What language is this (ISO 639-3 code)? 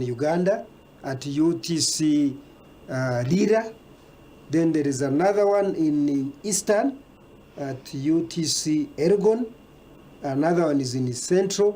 nyn